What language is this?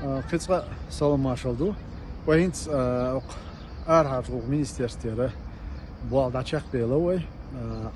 Chechen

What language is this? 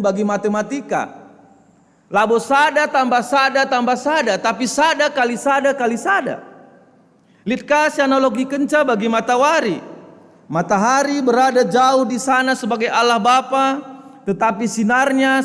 Batak Karo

